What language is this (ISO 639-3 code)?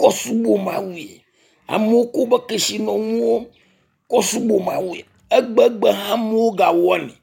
ewe